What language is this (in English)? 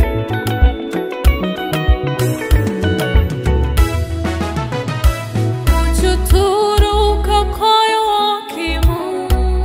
Kinyarwanda